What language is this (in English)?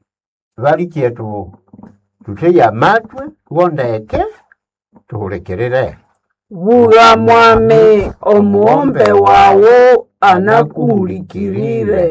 Nande